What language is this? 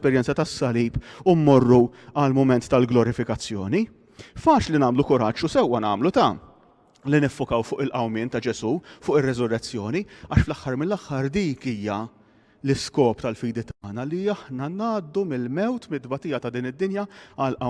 Maltese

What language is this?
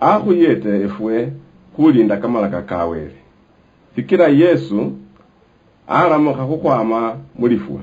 Luyia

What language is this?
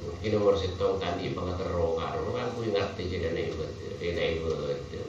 Madurese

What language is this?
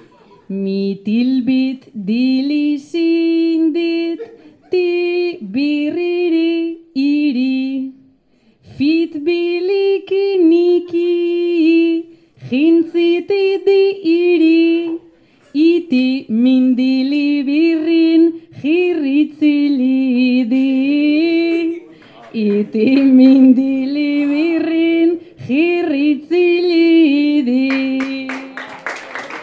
Basque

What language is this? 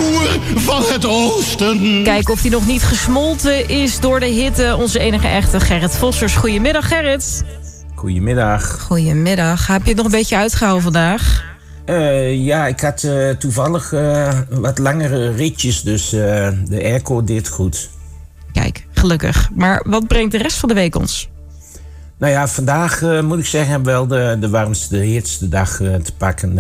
Dutch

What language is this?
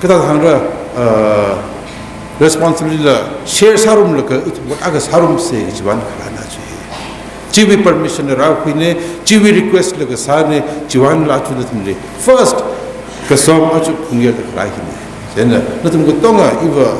Tangkhul Naga (India)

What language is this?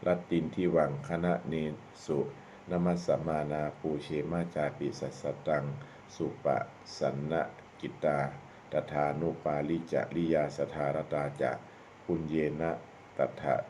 Pali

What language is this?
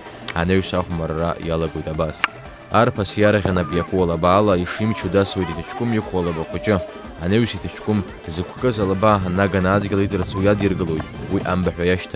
Abkhazian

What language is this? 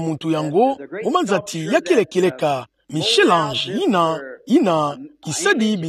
Kituba (Democratic Republic of Congo)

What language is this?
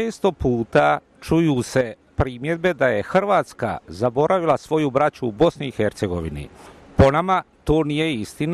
Croatian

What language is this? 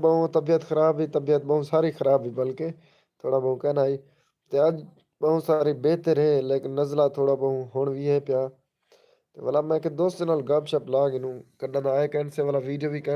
Saraiki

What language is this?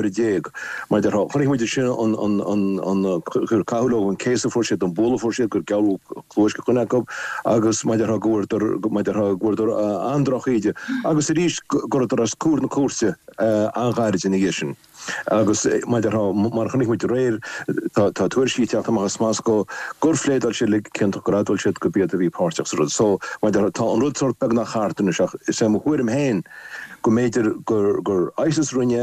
Irish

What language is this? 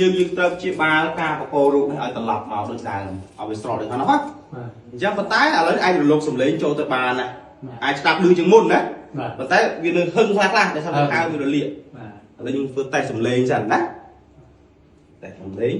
Khmer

